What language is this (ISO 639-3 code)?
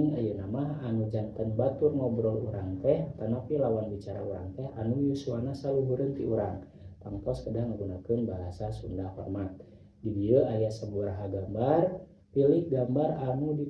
sun